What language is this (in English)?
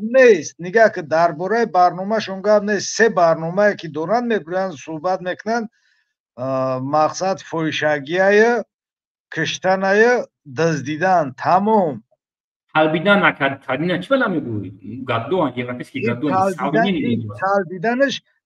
Tajik